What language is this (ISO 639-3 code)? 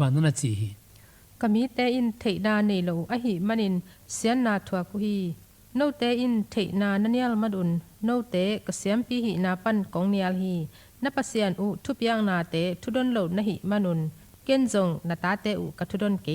ctd